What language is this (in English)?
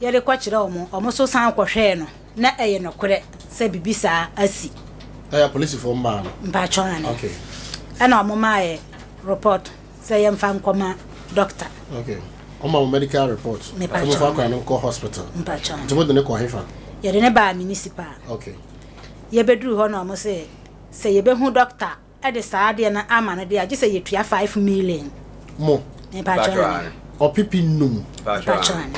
Akan